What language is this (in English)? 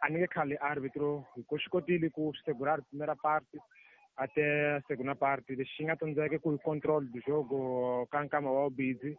Tsonga